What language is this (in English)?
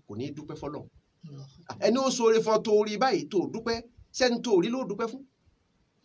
Yoruba